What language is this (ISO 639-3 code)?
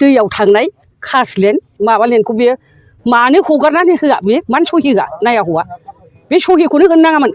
brx